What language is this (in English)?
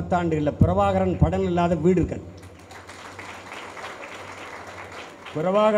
Tamil